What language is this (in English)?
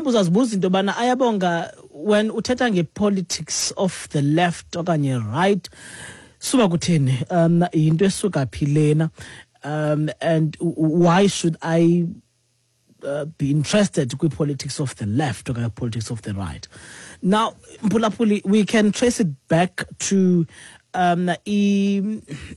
Xhosa